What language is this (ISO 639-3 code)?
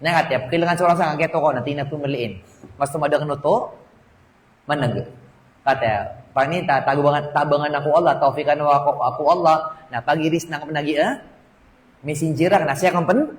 mrw